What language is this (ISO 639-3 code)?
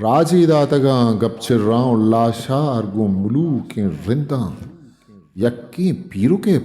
bgp